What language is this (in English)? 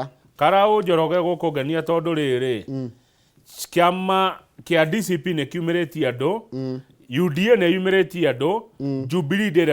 Kikuyu